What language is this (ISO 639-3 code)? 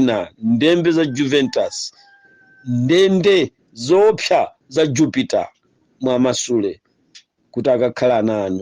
nya